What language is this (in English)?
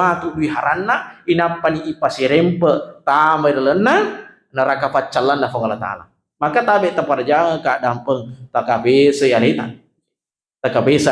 Buginese